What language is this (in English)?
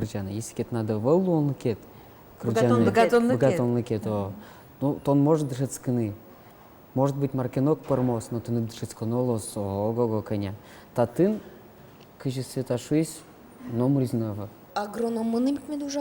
Udmurt